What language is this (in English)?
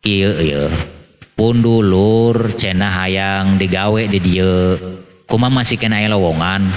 Sundanese